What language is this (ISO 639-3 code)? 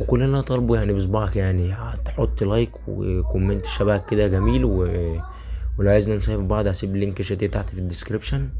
arz